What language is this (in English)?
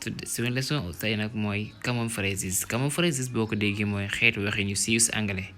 Wolof